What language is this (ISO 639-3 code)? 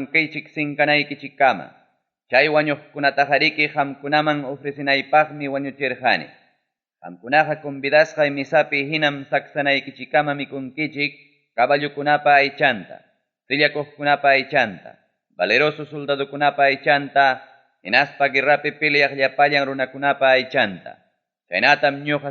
quy